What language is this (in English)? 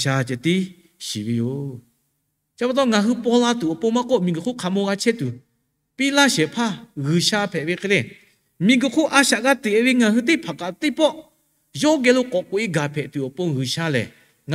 Lahu